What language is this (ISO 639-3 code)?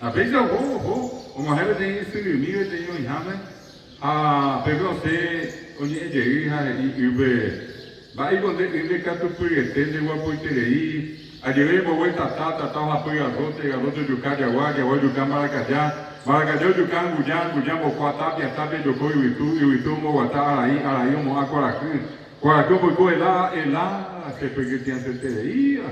grn